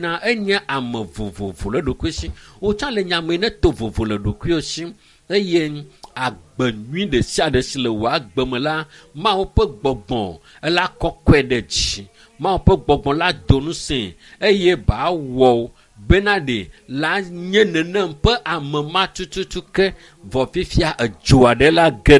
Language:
Ewe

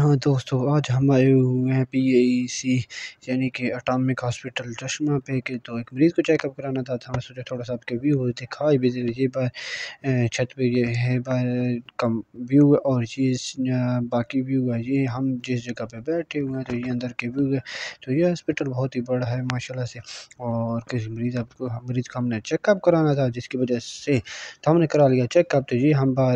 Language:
Urdu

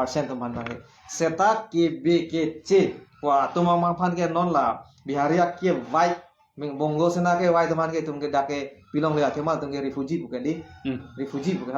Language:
Karbi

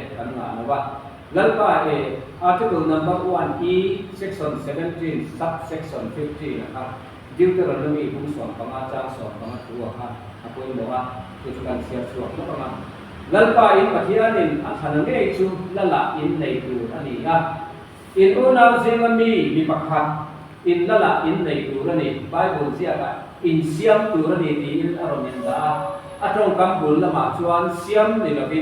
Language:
Mizo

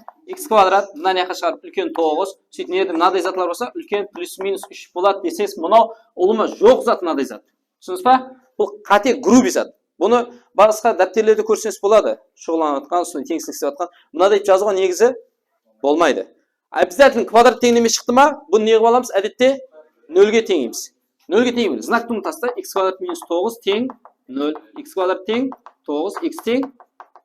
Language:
Kara-Kalpak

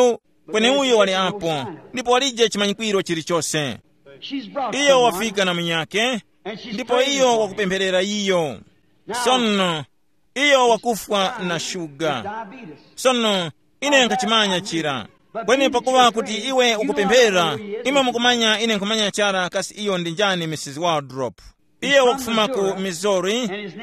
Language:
Tumbuka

